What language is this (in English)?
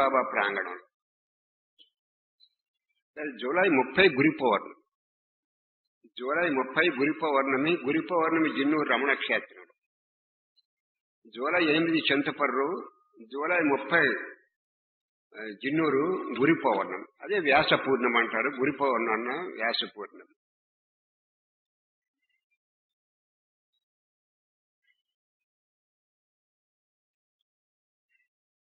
Telugu